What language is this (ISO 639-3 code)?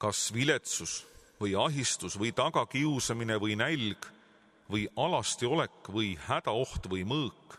est